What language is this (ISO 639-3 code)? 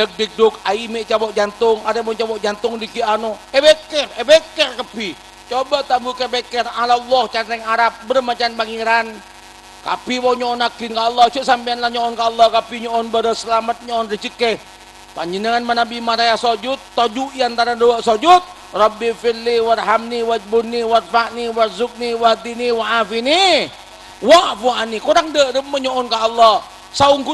mad